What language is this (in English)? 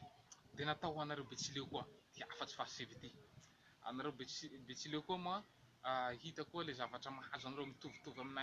Malagasy